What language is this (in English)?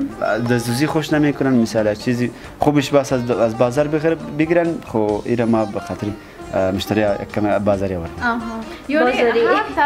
Persian